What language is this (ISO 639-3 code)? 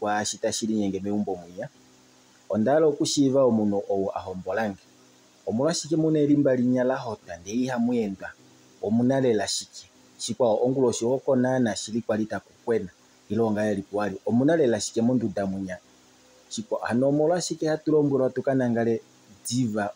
kua